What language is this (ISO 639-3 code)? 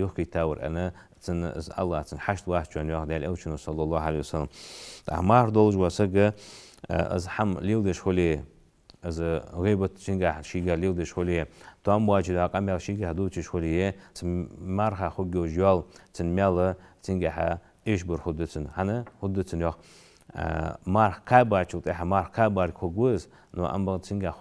inh